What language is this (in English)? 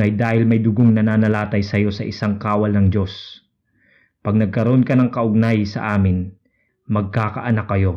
Filipino